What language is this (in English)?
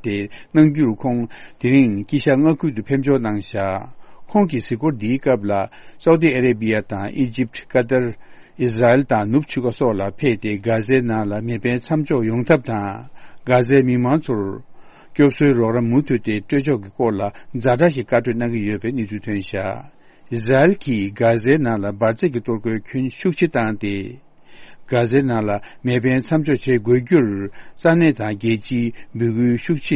Tibetan